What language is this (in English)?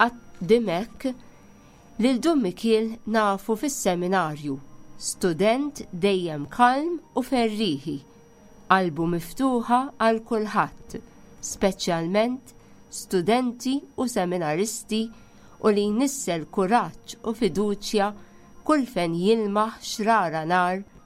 Maltese